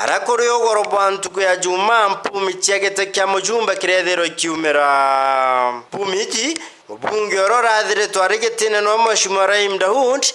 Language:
Meru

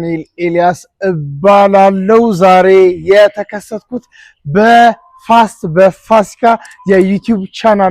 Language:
Amharic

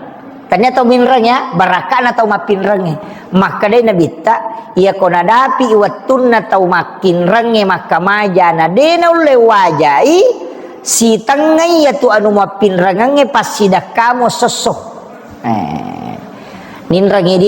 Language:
Buginese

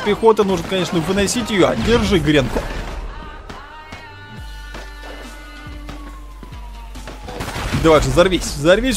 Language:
Russian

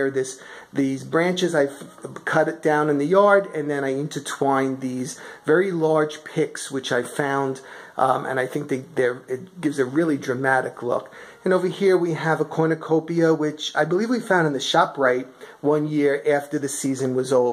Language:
English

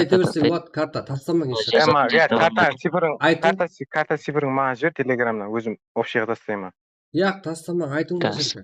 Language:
Kara-Kalpak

